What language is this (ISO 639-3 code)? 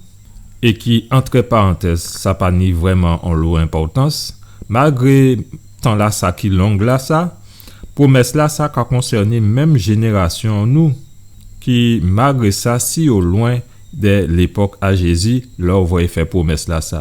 gcf